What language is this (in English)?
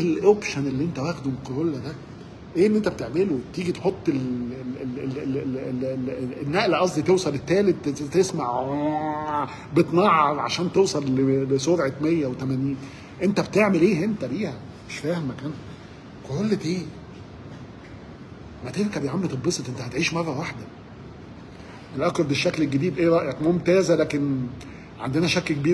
Egyptian Arabic